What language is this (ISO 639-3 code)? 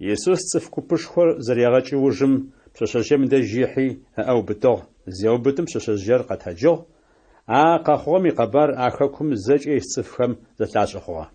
ady